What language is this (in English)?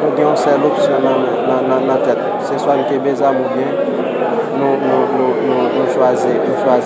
Haitian Creole